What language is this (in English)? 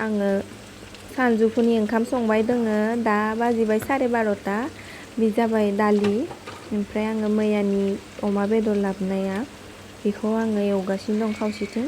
Bodo